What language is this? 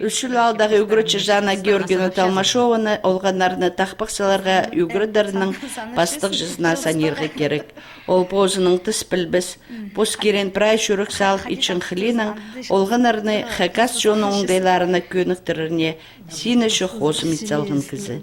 Khakas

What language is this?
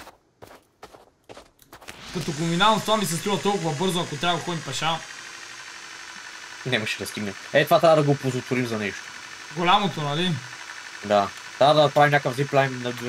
Bulgarian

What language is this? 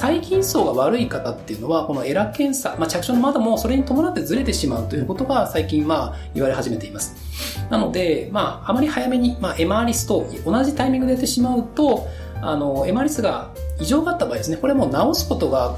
Japanese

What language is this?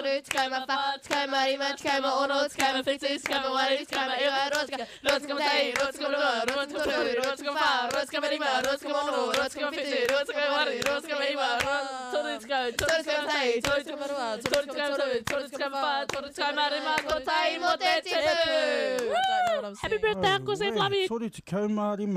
Māori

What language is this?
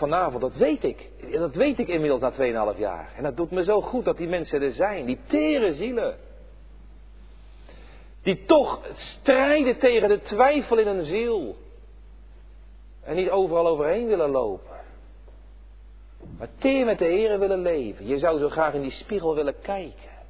Dutch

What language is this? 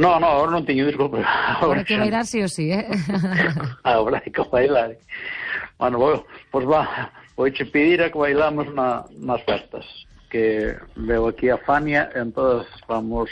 Galician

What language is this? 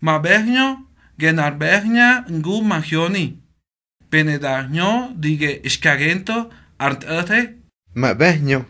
Mezquital Otomi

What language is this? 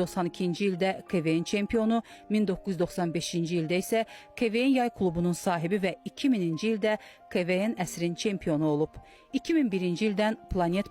Azerbaijani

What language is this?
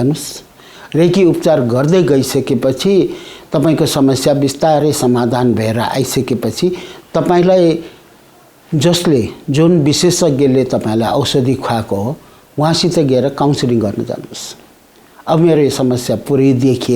Nepali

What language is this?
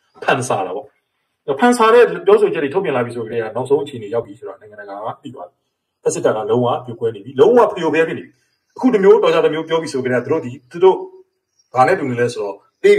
Burmese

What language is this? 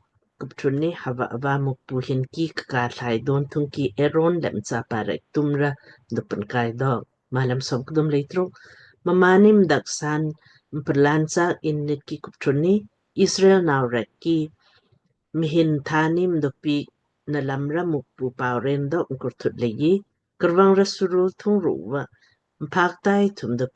Lamkang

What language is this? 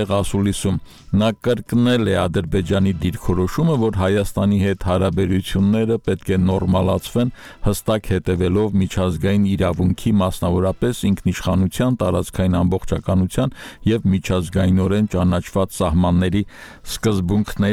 Armenian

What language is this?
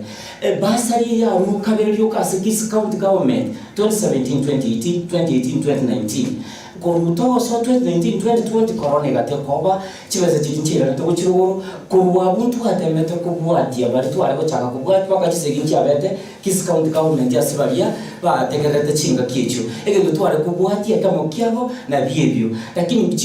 Gusii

